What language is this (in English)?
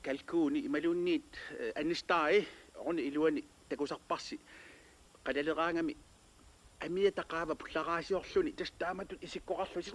Kalaallisut